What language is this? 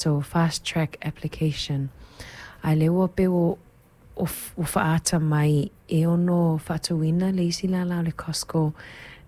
Samoan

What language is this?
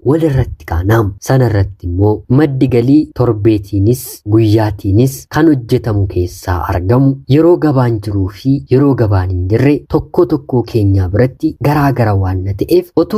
Oromo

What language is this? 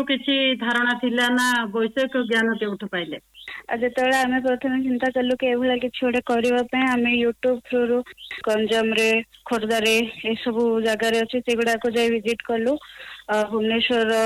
Odia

